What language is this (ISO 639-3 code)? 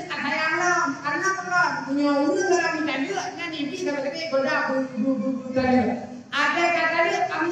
ace